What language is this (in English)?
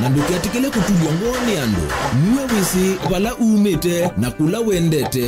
Kamba